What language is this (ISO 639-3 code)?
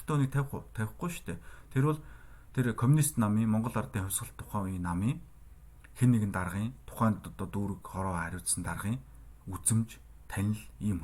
mon